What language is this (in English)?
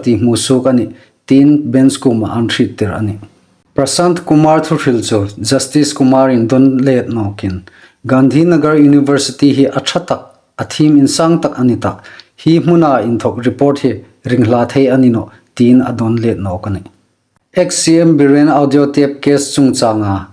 Hmar